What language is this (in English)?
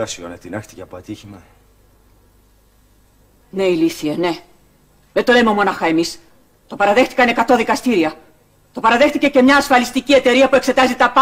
Greek